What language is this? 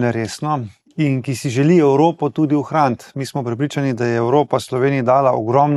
Slovenian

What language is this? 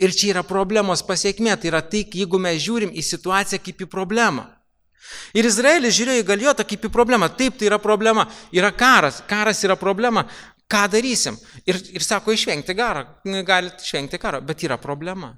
Lithuanian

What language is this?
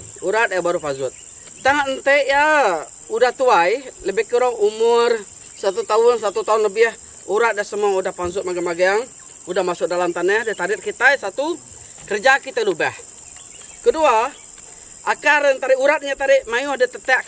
Iban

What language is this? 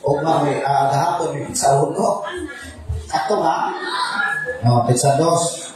Cebuano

